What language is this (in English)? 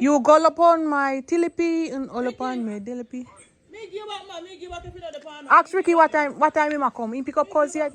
Jamaican Creole English